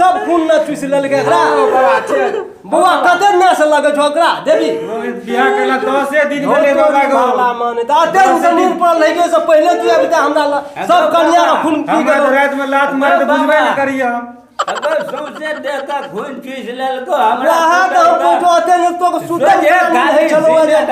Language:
Maithili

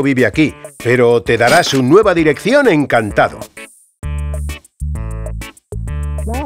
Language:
Spanish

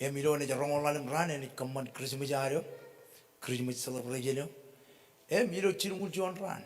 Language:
Marshallese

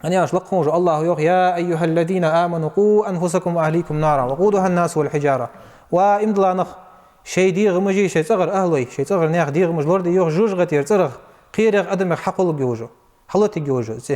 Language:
Ingush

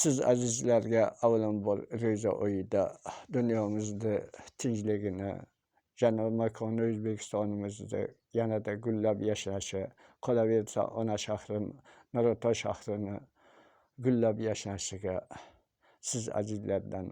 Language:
Uzbek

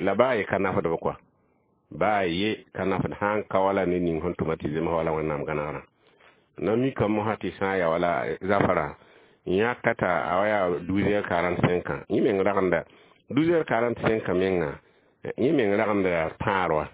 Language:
Mossi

